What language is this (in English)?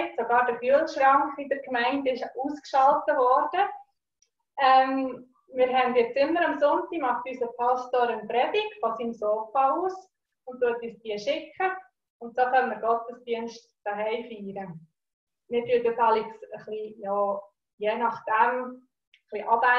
Swiss German